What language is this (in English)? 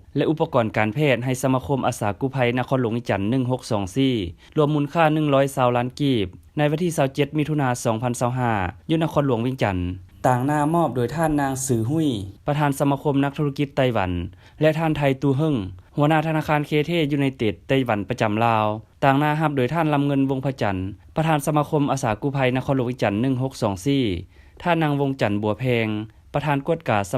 Lao